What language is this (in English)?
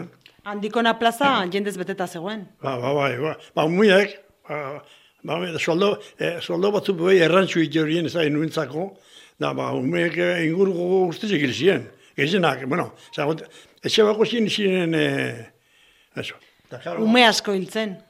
Basque